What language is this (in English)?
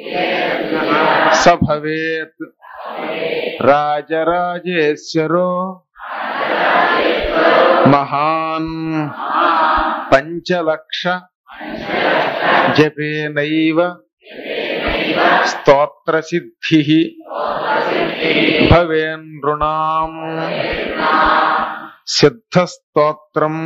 Telugu